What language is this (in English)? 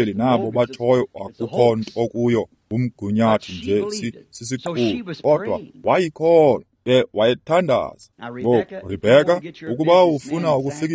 Xhosa